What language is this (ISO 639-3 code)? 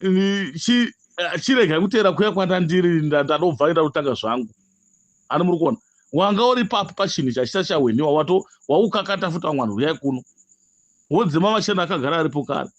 sna